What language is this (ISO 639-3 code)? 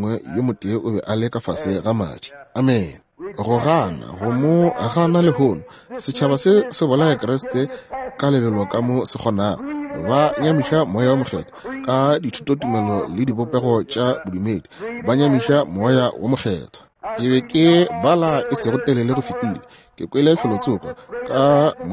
nso